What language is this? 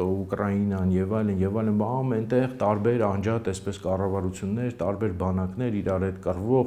Armenian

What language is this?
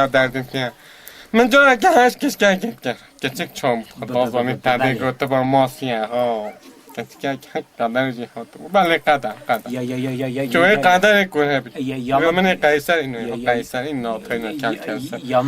Kurdish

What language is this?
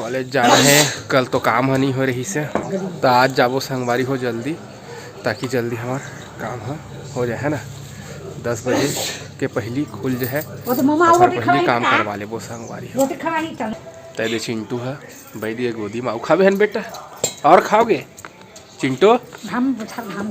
Chhattisgarhi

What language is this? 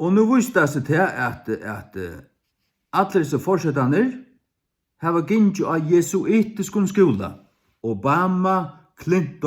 Faroese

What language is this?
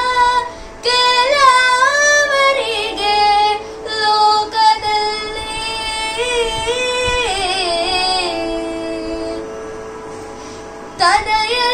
Kannada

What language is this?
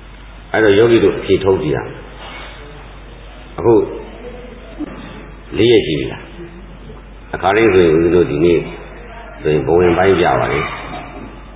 Burmese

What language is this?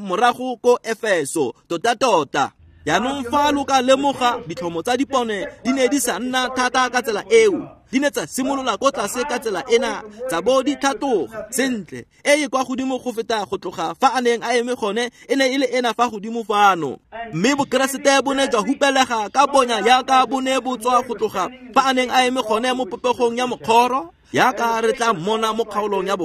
Tswana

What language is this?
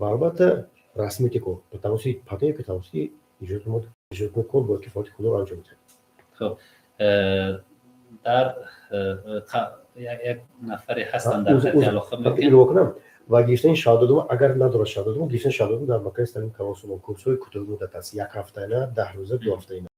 Tajik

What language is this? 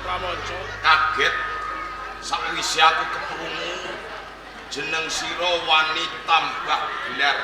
Javanese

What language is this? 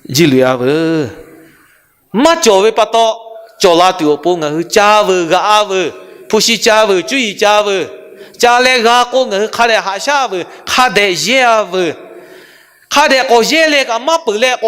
Lahu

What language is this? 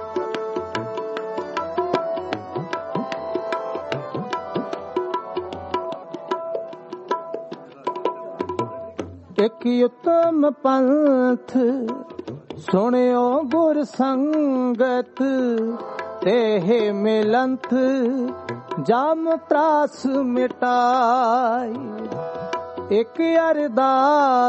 Punjabi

